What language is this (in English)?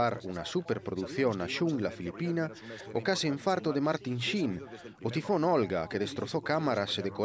Galician